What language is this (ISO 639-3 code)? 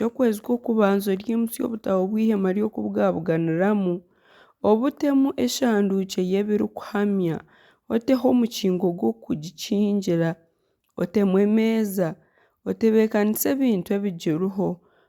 nyn